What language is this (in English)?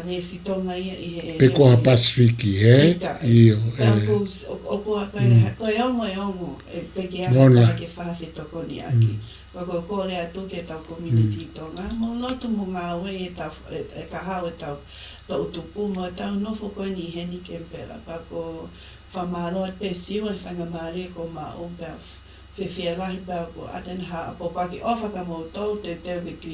Tongan